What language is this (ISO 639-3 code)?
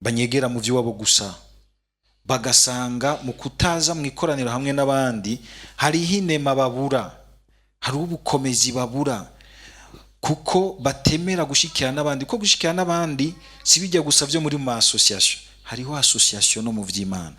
run